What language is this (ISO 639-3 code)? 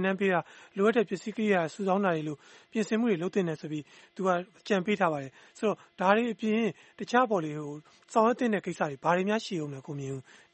mya